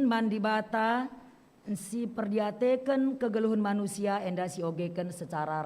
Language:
Batak Karo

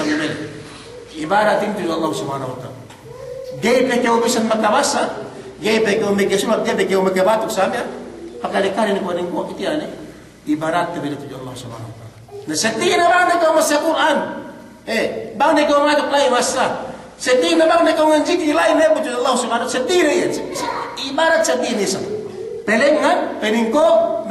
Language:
Yakan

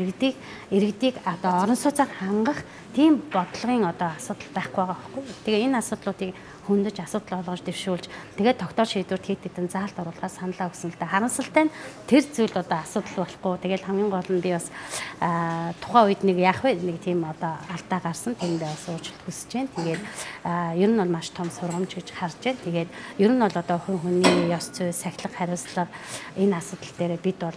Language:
Mongolian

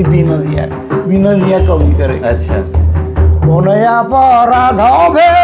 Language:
Sadri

